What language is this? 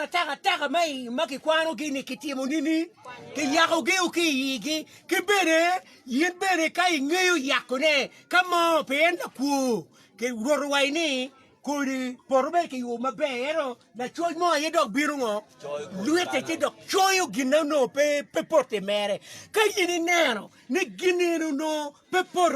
Acoli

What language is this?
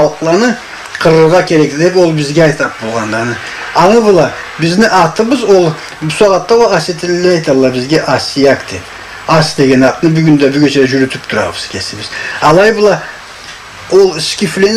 Karachay-Balkar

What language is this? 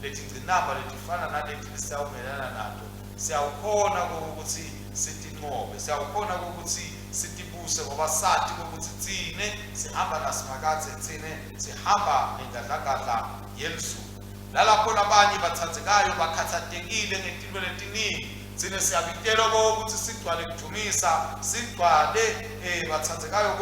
Swati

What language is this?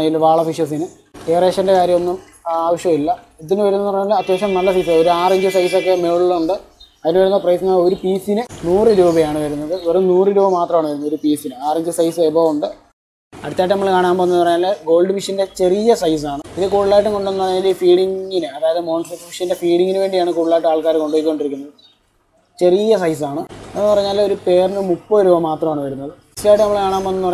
Malayalam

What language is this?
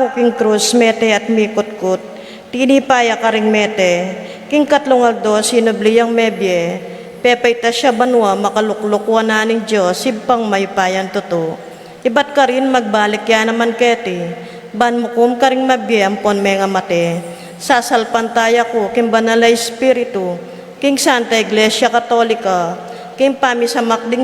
Pampanga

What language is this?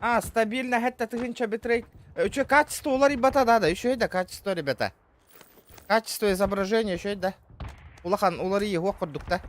Yakut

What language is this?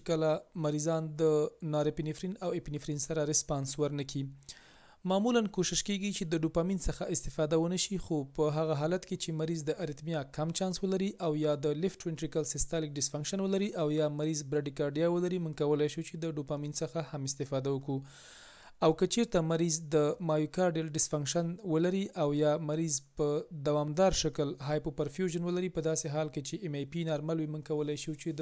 Pashto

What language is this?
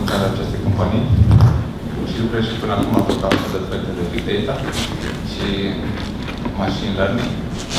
Romanian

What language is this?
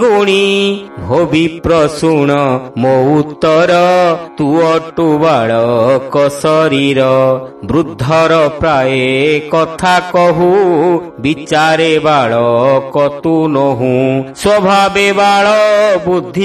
Odia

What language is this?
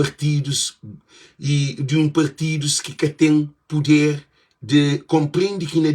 Kabuverdianu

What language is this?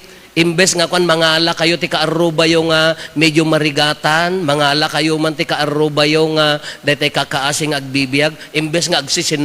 Iloko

